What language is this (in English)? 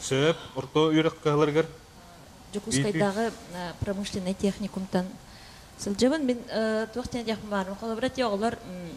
Yakut